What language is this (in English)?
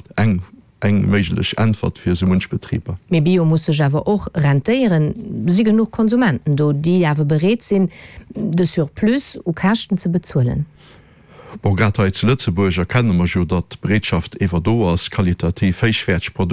Luxembourgish